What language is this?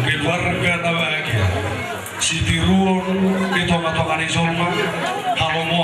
Batak Toba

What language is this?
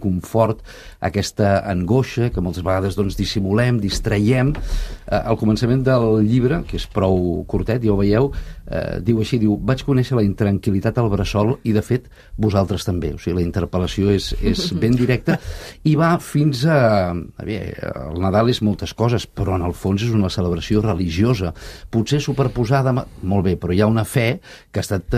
Catalan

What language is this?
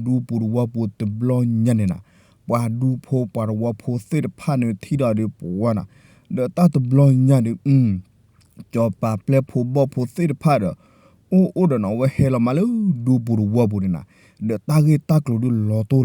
S'gaw Karen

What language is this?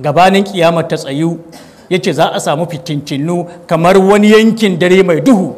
Hausa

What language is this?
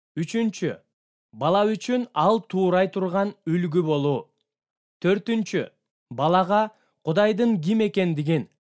Kyrgyz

